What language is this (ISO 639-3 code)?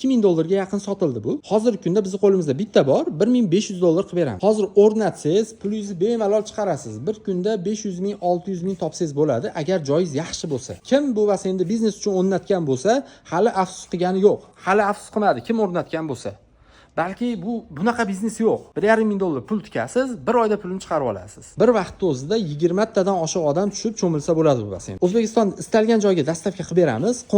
uzb